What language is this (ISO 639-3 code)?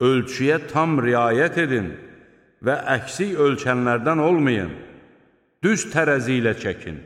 aze